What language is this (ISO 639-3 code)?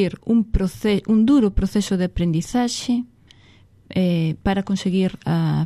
glg